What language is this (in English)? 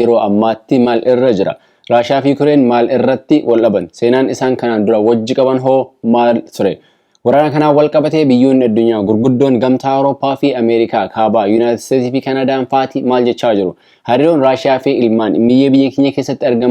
Oromo